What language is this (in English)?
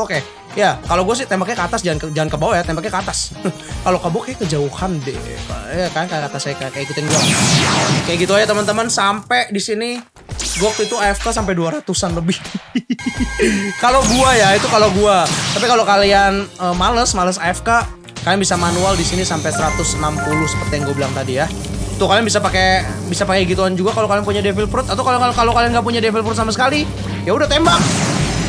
Indonesian